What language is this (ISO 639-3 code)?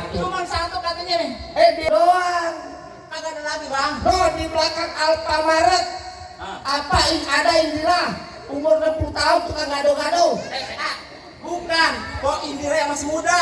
bew